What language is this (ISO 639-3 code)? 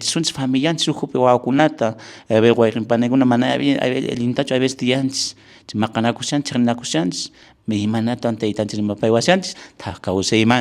que